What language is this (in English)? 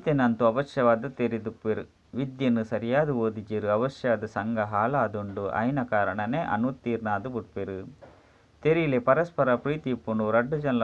Tulu